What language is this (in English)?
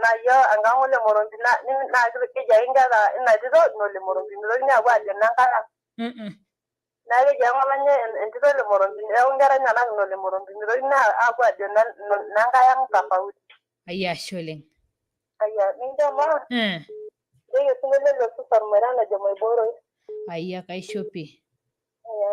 Masai